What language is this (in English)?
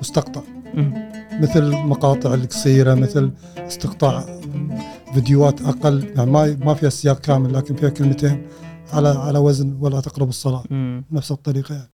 Gulf Arabic